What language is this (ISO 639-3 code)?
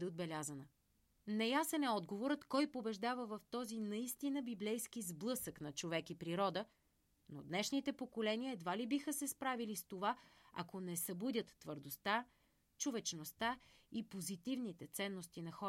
bul